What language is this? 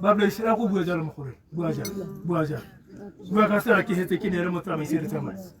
Tswana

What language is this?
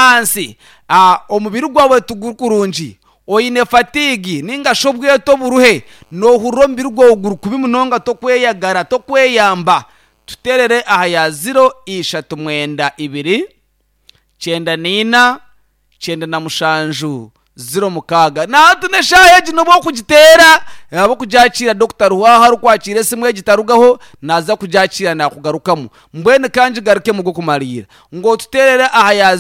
Nyankole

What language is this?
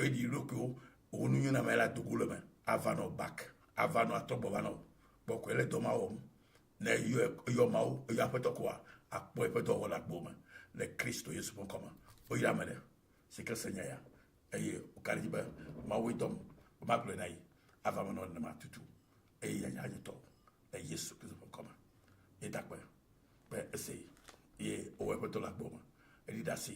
Ewe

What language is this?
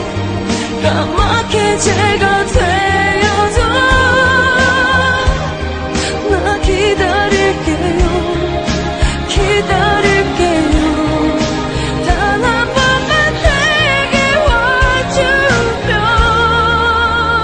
Korean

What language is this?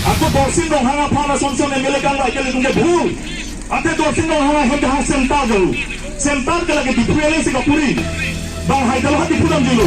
Karbi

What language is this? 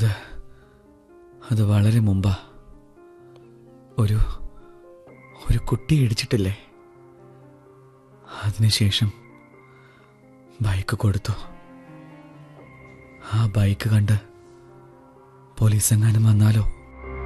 Malayalam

